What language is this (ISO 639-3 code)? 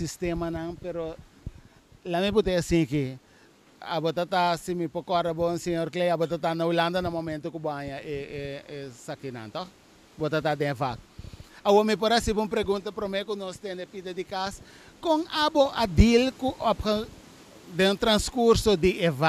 pap